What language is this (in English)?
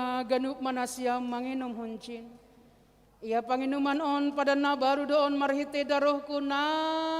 Batak Simalungun